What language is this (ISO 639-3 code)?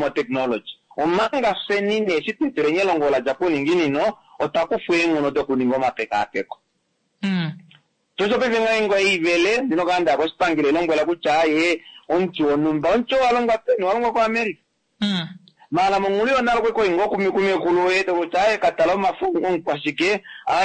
kua